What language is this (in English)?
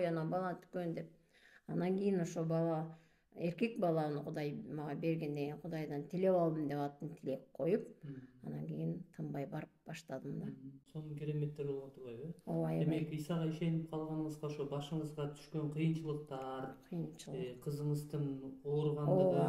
Kyrgyz